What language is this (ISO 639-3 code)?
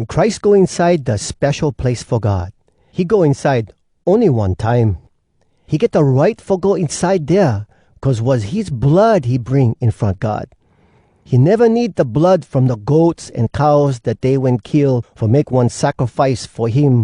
hwc